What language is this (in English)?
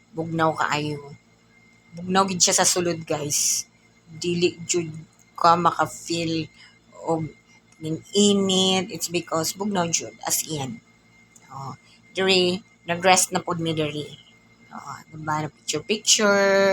Cebuano